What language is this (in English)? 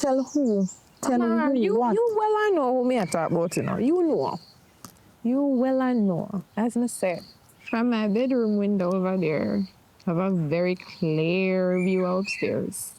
Jamaican Creole English